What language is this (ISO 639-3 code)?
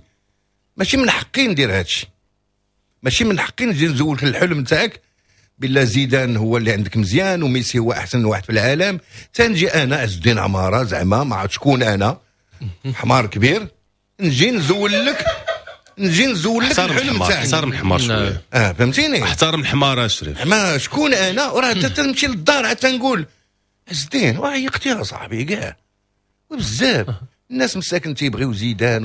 ary